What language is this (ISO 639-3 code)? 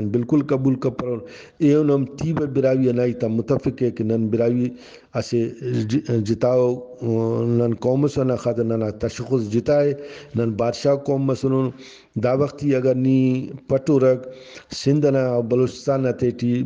brh